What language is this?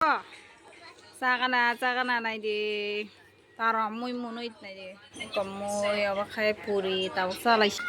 Kok Borok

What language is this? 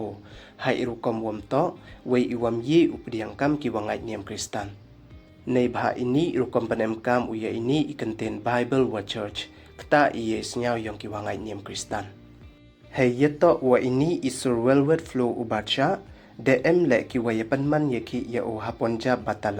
Pnar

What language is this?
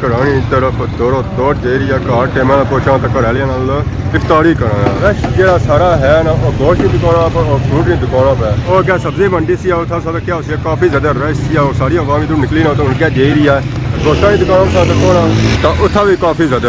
Pahari-Potwari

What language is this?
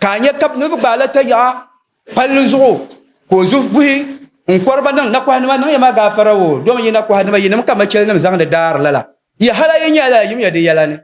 Dagbani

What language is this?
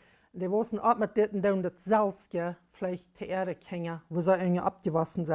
Plautdietsch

